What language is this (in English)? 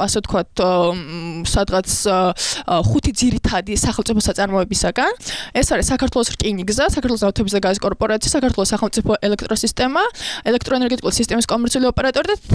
Georgian